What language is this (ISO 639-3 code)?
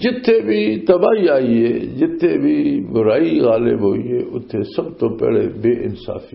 lah